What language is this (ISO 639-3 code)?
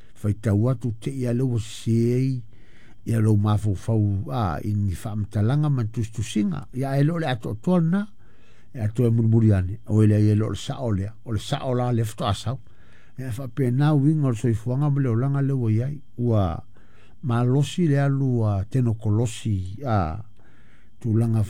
smo